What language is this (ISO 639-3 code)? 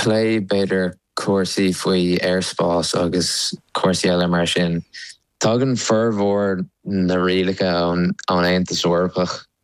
gle